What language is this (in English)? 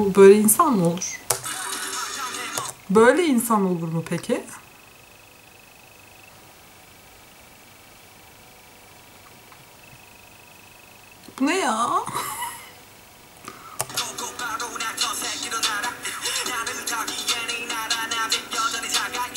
Turkish